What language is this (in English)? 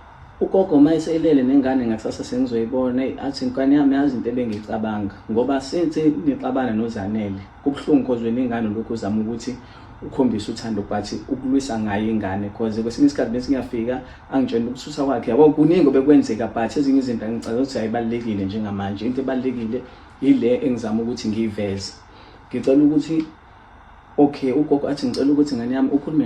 Zulu